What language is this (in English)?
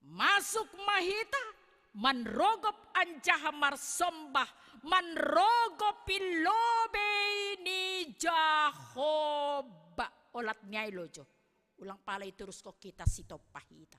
Batak Simalungun